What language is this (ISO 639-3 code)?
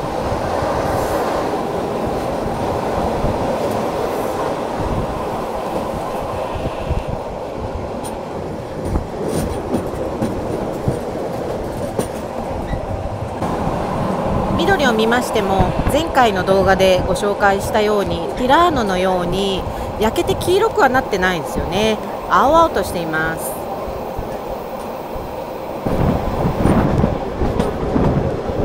jpn